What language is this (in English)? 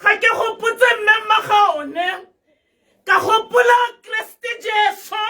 Tswana